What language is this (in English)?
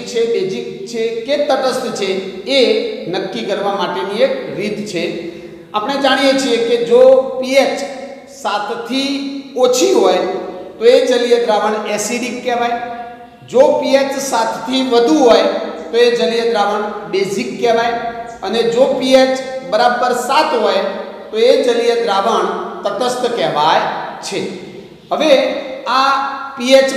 Gujarati